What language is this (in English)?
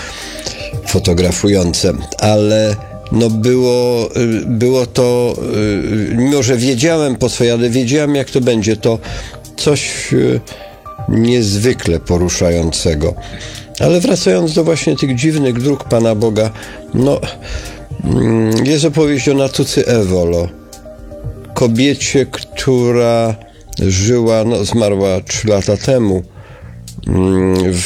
Polish